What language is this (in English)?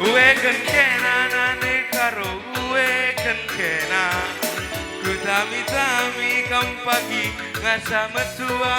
Batak Karo